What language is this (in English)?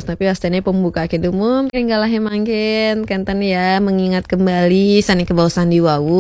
Balinese